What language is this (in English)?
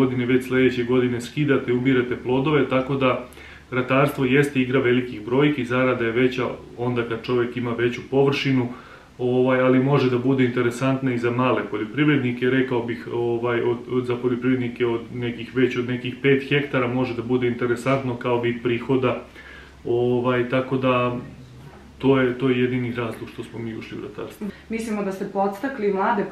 Serbian